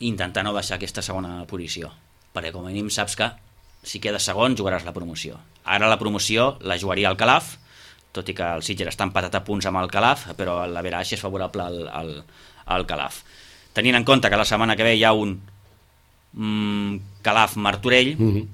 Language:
Catalan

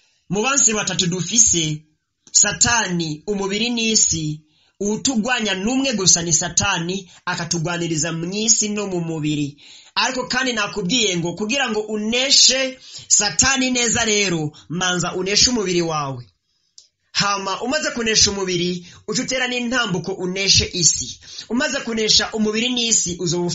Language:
Rundi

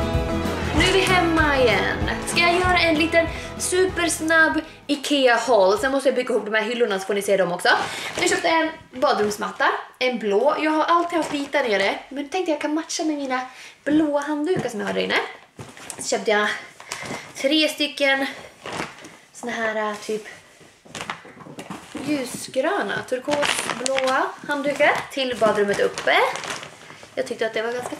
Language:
Swedish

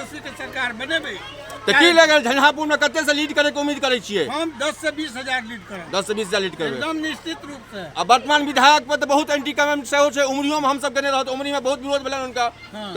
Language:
Maithili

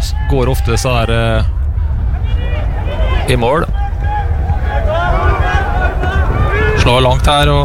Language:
Norwegian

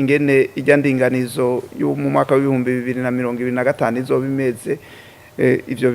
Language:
Rundi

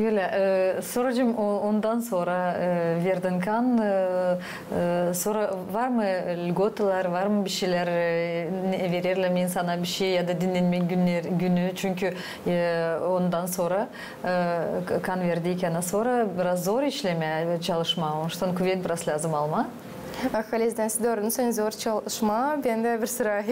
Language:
Gagauz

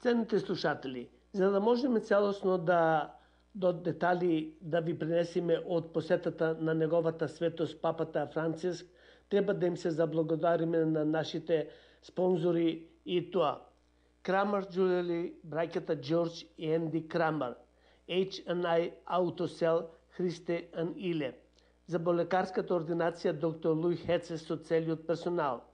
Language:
Macedonian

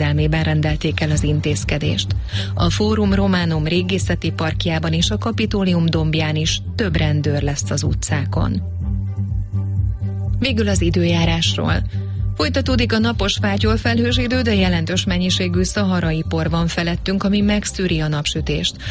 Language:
Hungarian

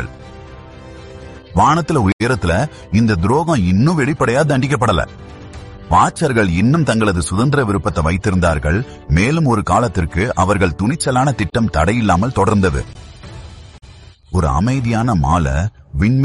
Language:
Tamil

